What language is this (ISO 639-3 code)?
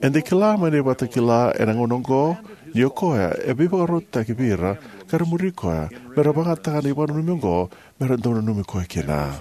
fij